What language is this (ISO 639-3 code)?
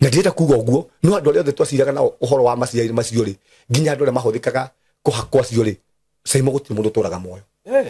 kik